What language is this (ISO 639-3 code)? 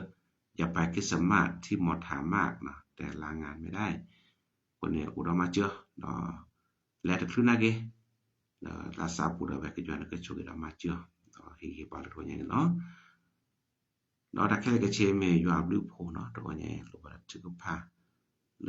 ksw